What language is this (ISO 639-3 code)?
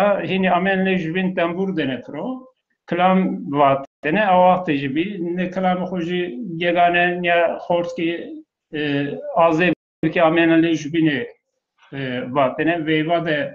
zza